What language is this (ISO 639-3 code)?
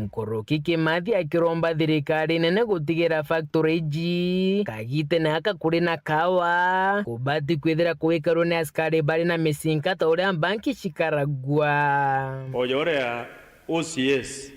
mer